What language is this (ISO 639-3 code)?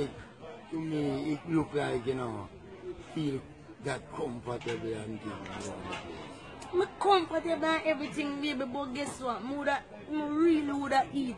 jam